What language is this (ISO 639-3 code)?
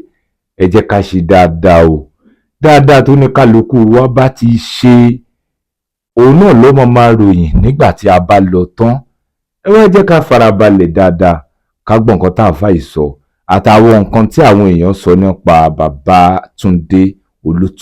yor